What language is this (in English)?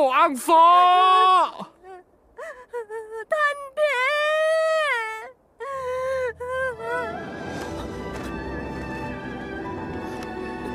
Thai